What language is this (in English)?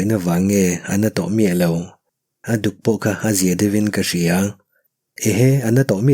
Mizo